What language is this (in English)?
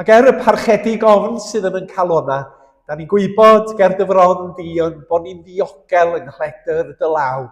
Welsh